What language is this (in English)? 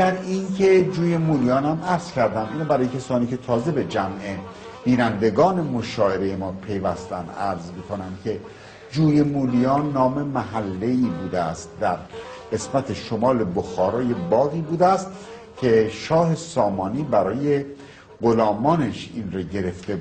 Tajik